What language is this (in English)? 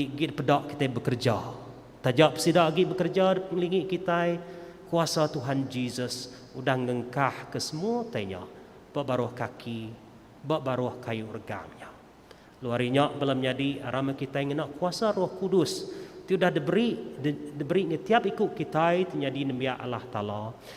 Iban